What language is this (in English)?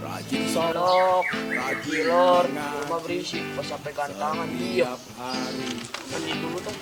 Betawi